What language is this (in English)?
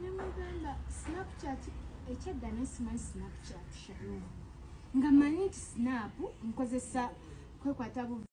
Ganda